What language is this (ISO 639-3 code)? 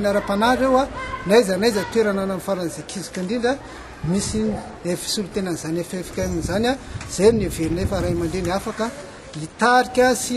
mlg